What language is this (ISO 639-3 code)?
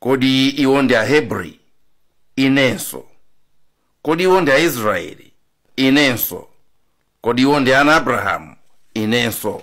nya